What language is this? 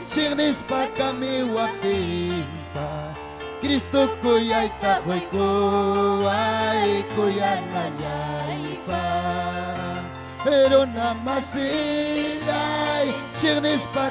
Ayacucho Quechua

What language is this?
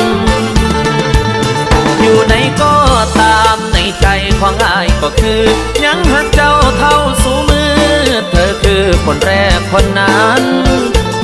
Thai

